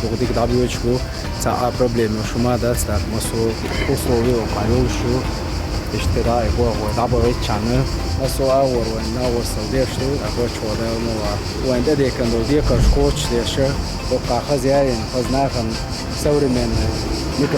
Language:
Chechen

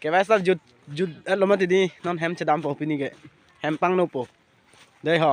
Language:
Karbi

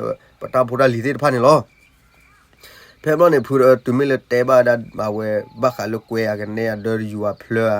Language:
S'gaw Karen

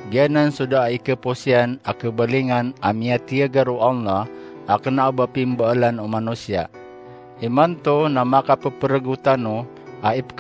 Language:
Maranao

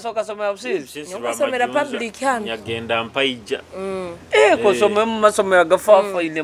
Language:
Nyoro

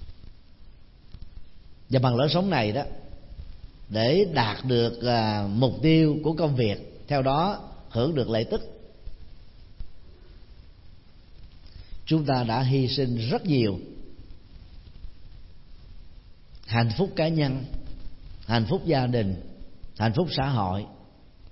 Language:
Vietnamese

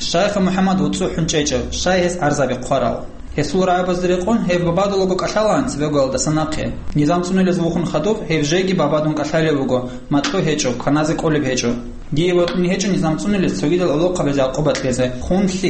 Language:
Avaric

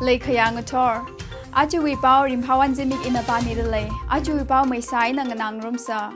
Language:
Tangkhul Naga (India)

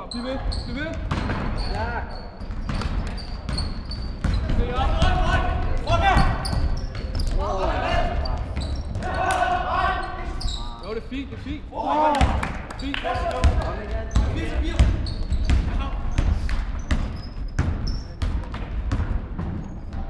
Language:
Danish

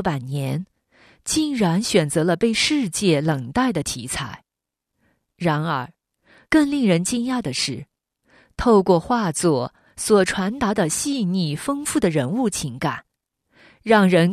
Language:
Chinese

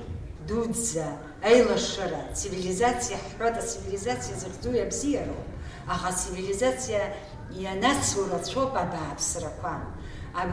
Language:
Abkhazian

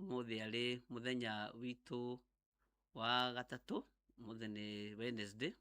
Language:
Kikuyu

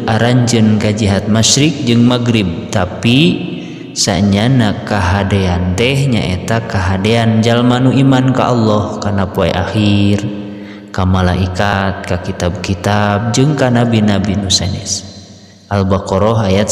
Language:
Sundanese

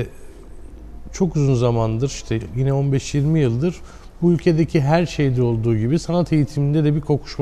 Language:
Turkish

